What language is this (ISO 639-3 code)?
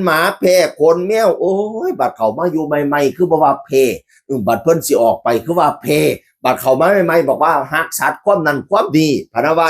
tts